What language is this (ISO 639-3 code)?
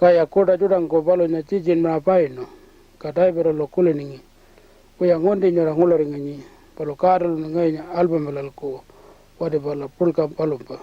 pjt